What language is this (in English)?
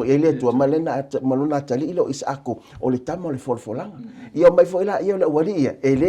Samoan